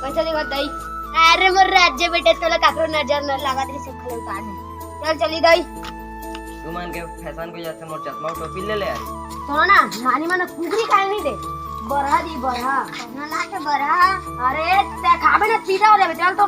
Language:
Chhattisgarhi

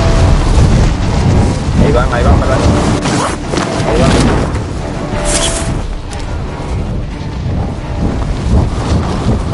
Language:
Spanish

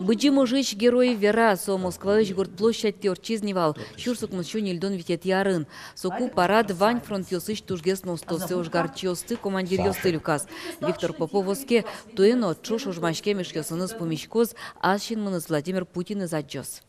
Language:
Udmurt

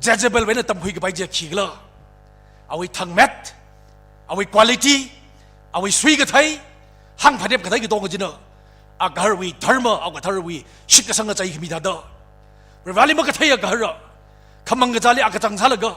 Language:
Tangkhul Naga (India)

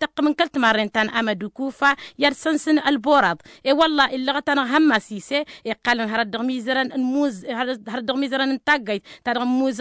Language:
Tamasheq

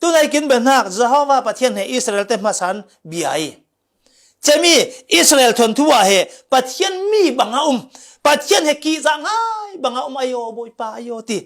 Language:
Falam Chin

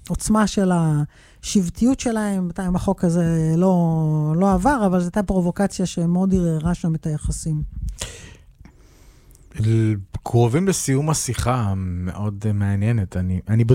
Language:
Hebrew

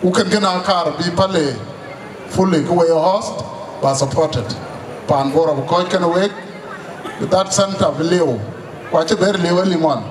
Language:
Dinka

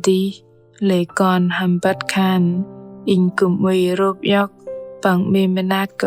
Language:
Bahnar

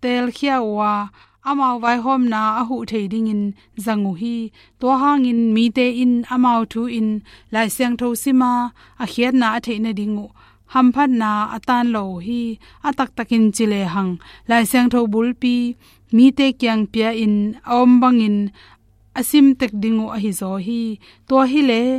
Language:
Tedim Chin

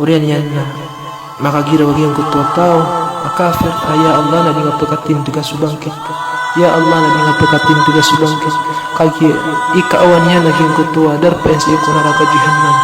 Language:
Maranao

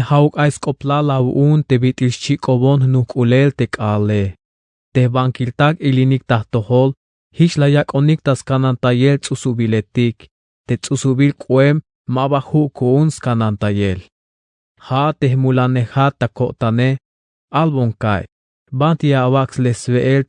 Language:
Tzeltal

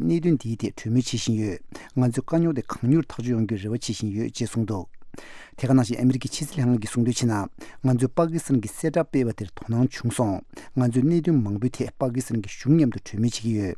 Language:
Tibetan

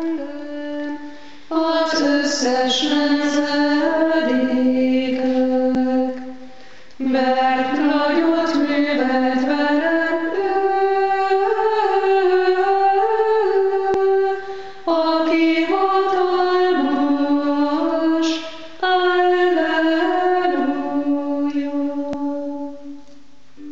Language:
Hungarian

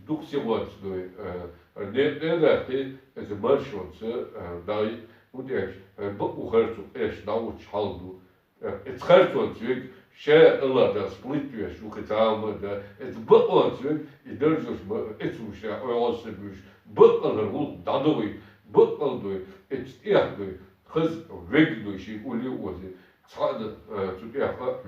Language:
Chechen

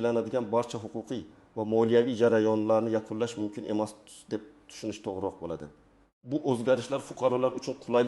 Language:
Uzbek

